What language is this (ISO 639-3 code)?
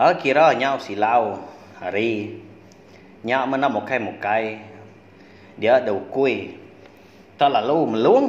iba